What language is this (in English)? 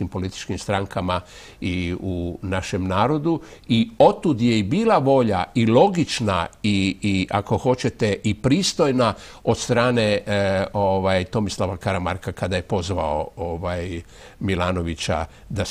Croatian